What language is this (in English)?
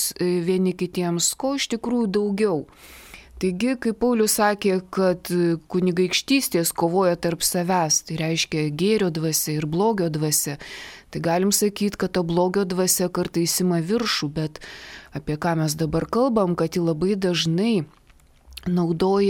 Lithuanian